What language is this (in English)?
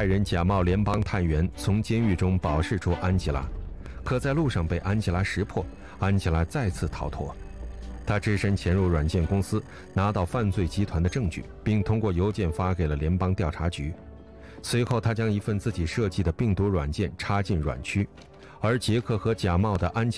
Chinese